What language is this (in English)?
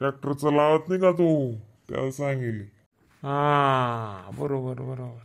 Khandesi